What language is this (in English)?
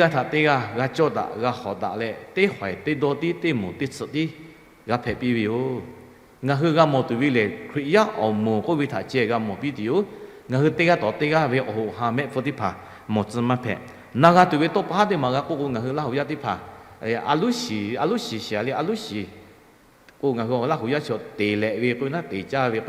Lahu